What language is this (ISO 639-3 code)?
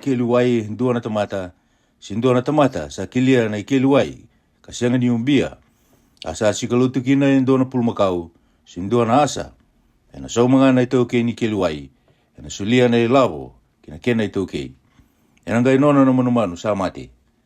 fij